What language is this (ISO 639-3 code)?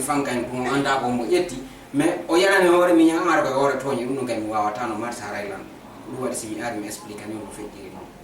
ful